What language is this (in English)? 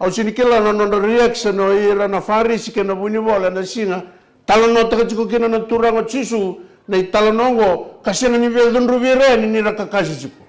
Fijian